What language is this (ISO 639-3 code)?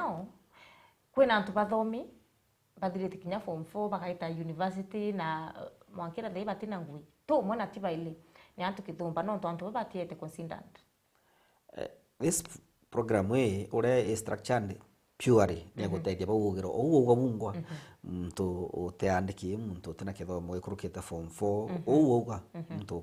mer